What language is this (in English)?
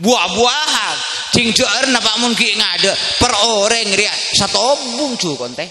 Madurese